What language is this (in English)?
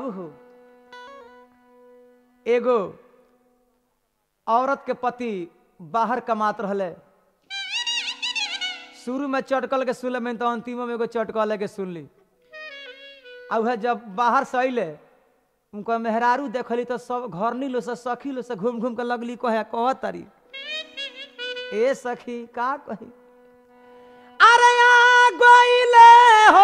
Bhojpuri